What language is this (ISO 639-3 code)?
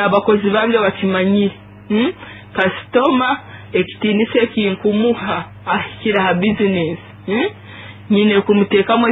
nyo